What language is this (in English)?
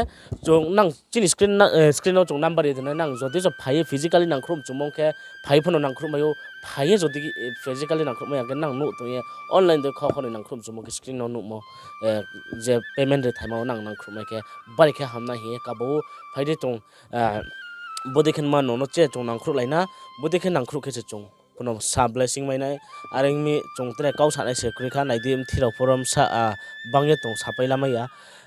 Riang (India)